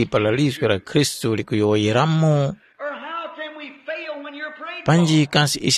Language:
Tumbuka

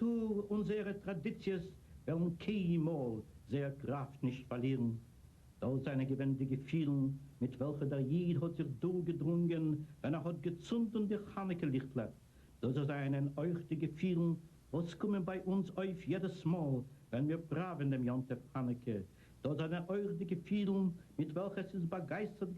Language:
Yiddish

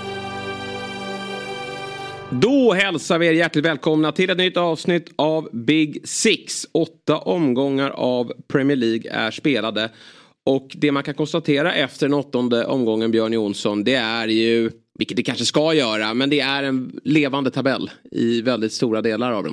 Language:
Swedish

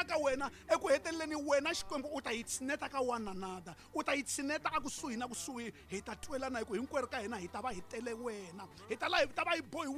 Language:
Tsonga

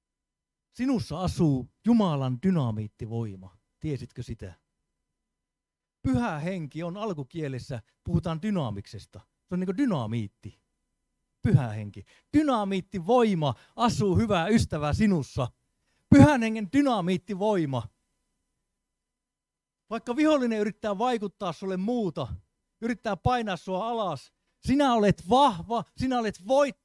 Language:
Finnish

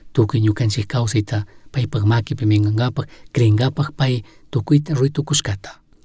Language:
Chimborazo Highland Quichua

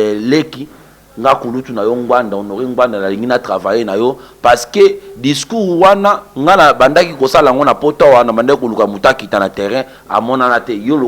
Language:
Lingala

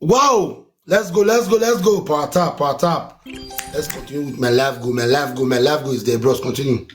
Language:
Nigerian Pidgin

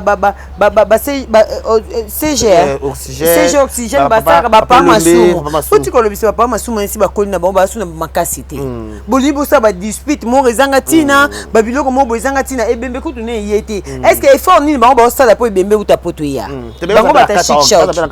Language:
Lingala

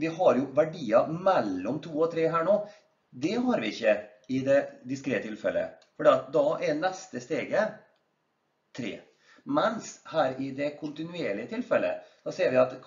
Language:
Norwegian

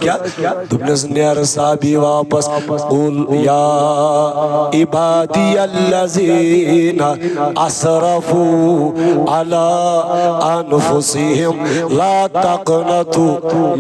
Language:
Kashmiri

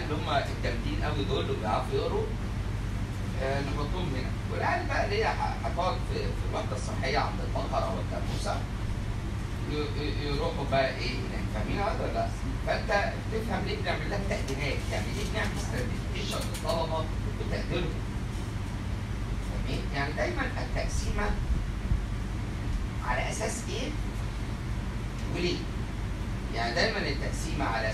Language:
Egyptian Arabic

